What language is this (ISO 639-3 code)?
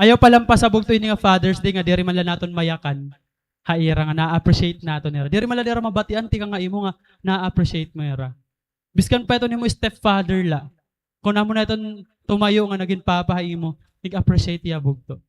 war